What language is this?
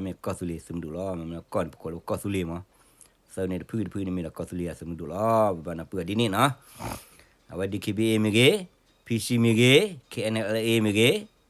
S'gaw Karen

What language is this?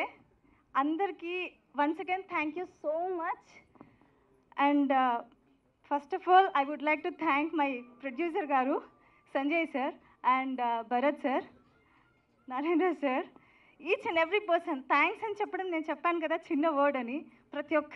Telugu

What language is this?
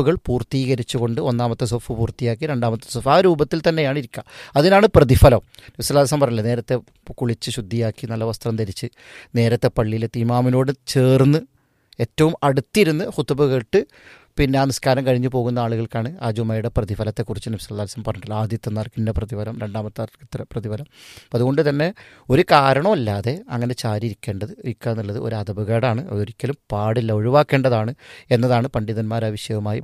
Malayalam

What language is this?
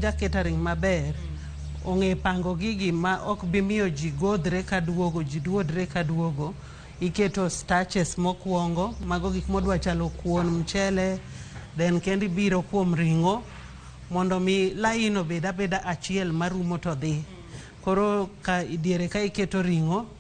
Luo (Kenya and Tanzania)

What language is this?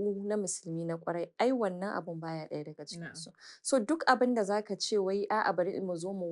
Hausa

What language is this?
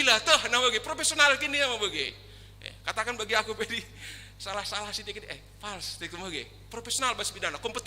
Batak Karo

